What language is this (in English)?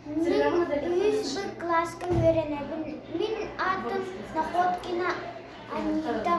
Yakut